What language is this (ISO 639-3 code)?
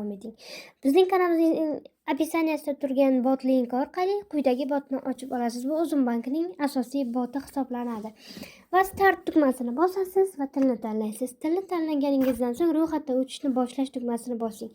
uzb